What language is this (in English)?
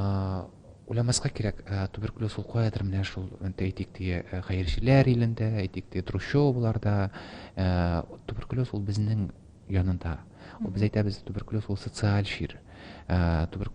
Tatar